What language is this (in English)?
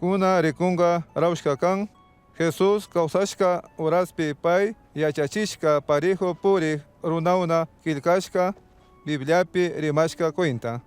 Chimborazo Highland Quichua